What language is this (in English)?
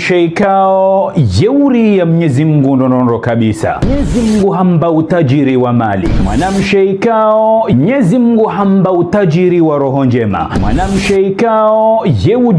Ngazidja Comorian